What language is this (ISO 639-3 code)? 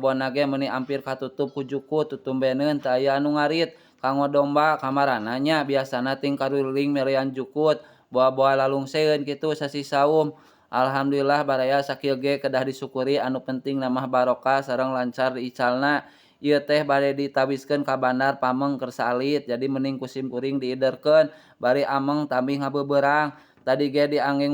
sun